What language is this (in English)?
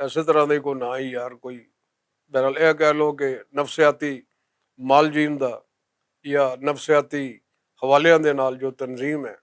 Western Panjabi